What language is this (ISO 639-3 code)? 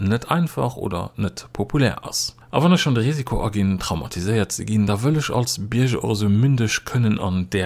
ltz